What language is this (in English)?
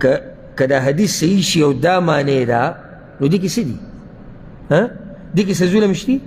Pashto